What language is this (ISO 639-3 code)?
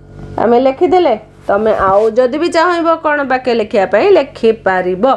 ori